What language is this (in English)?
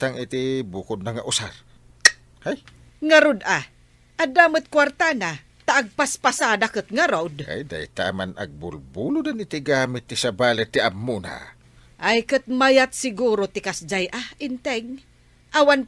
Iloko